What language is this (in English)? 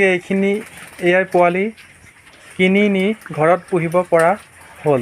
Assamese